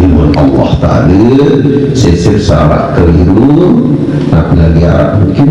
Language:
Sasak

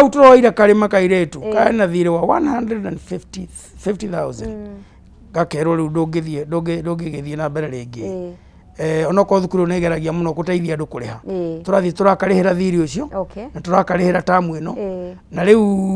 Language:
Kikuyu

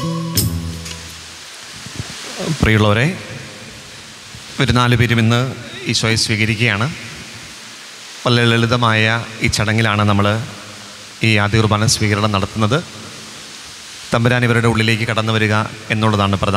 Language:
Malayalam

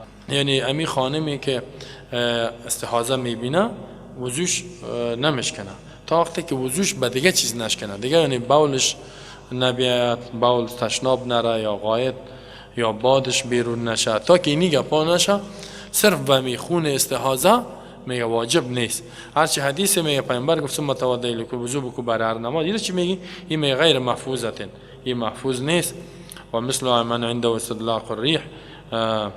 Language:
Persian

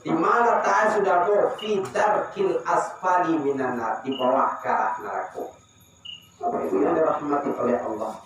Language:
Minangkabau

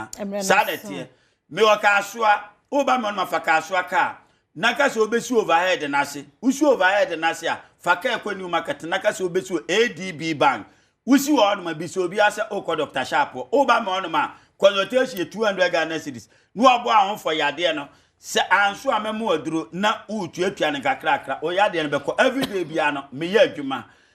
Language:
Akan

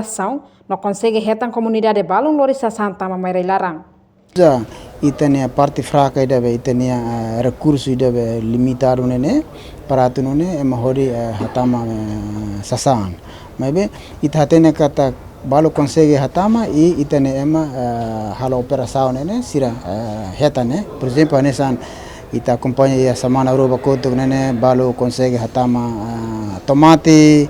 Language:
Tetum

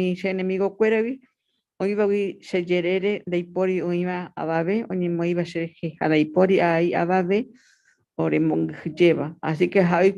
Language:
Guarani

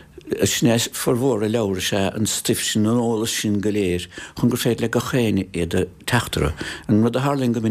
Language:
Irish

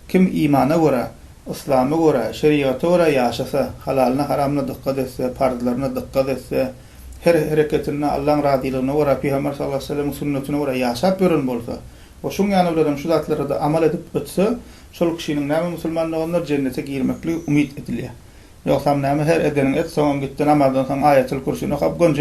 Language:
Turkmen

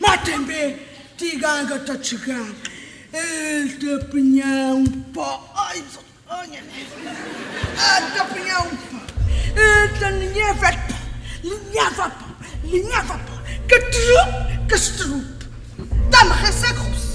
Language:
Kabuverdianu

